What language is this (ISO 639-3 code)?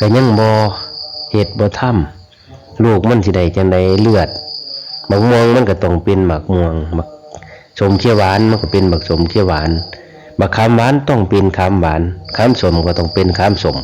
lao